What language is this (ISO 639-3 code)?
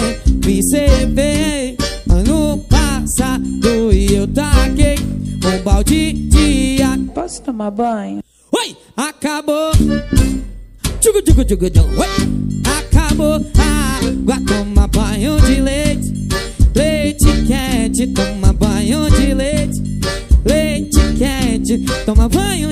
por